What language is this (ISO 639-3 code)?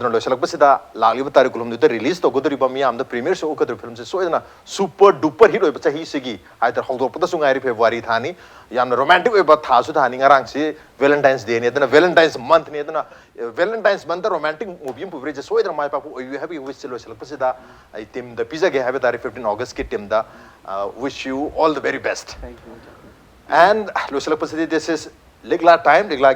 mni